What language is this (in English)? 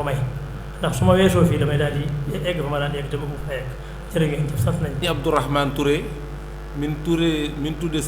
Wolof